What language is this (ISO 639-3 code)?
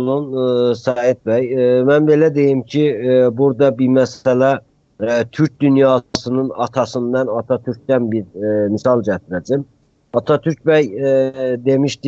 azb